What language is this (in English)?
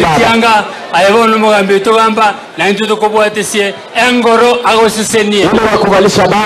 Gusii